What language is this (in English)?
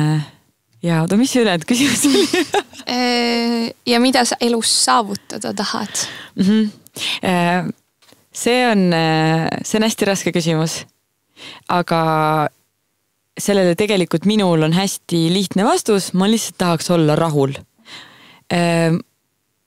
Estonian